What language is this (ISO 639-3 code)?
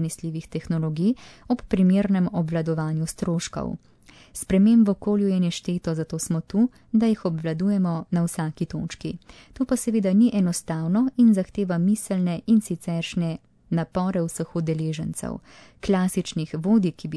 slv